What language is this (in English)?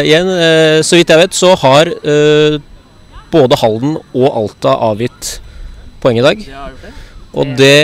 Norwegian